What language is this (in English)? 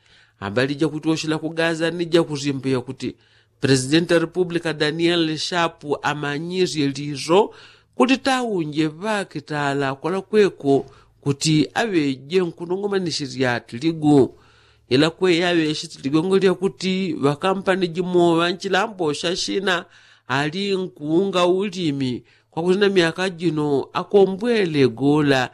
Yao